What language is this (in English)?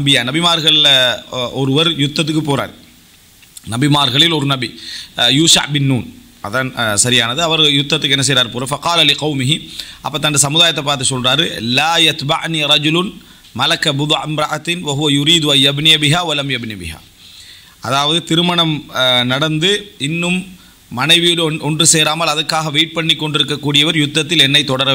Tamil